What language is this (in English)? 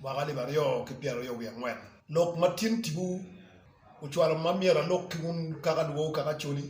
Acoli